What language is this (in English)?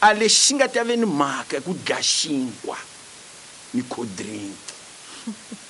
Tsonga